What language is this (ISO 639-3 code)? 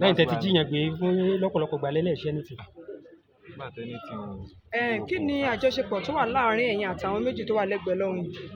yor